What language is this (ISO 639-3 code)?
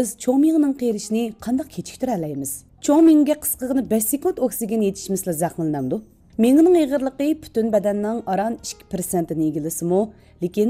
uig